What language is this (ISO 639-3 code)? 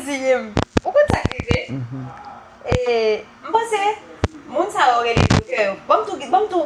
hat